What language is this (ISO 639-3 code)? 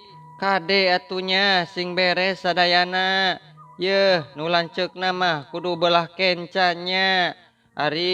sun